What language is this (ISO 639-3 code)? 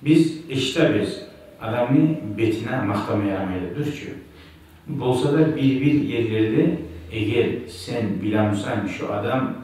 kum